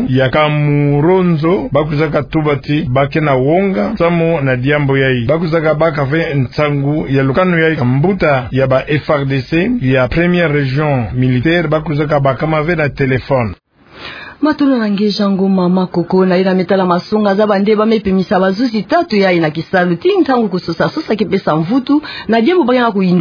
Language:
Kituba (Democratic Republic of Congo)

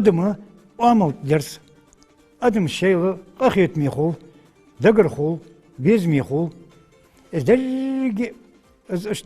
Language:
Ingush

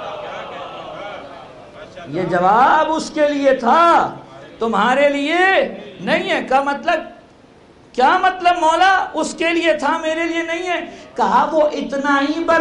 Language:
Urdu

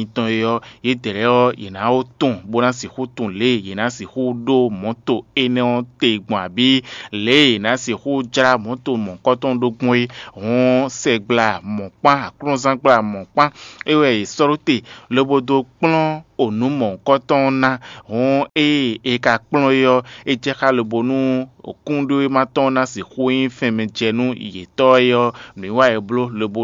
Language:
Fon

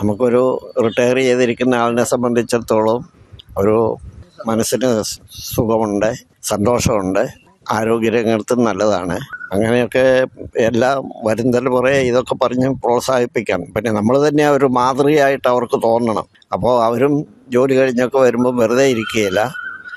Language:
Malayalam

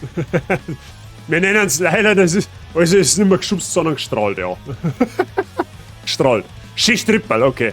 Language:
Bavarian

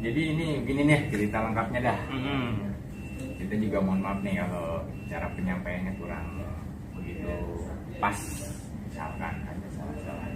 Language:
Betawi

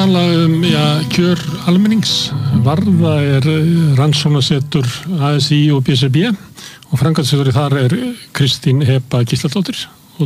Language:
Icelandic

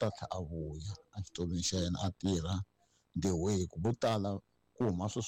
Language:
Tsonga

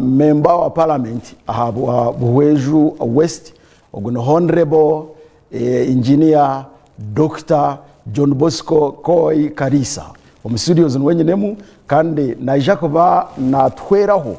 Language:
Nyankole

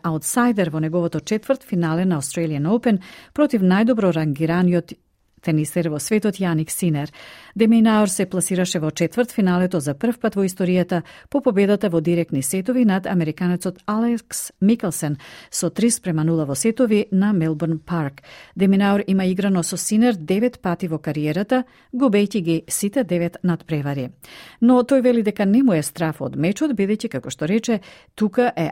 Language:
Macedonian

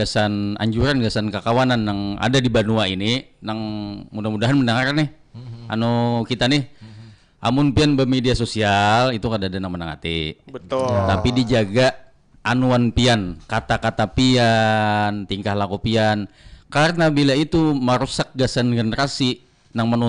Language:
Banjar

